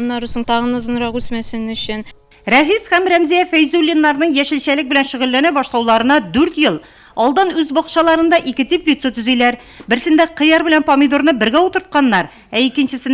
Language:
Tatar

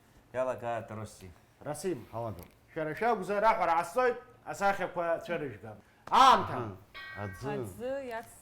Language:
Abkhazian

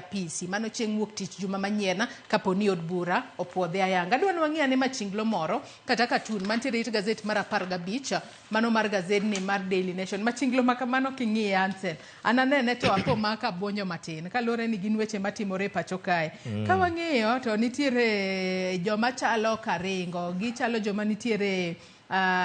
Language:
Luo (Kenya and Tanzania)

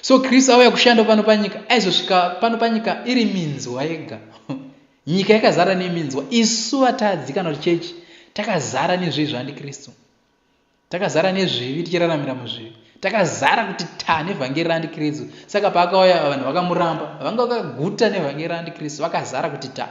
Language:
Shona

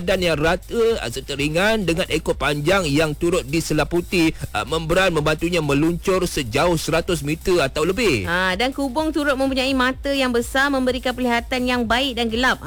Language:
Malay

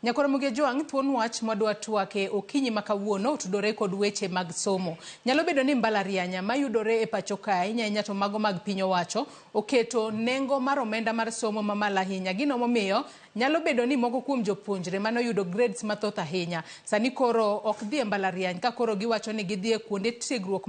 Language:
Luo (Kenya and Tanzania)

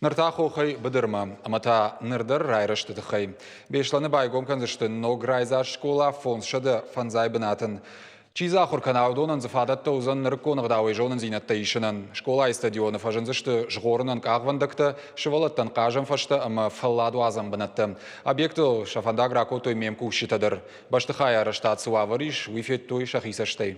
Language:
Ossetic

